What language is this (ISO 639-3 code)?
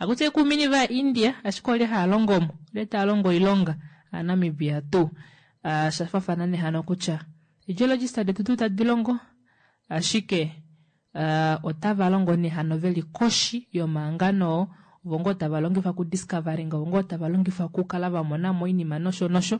kua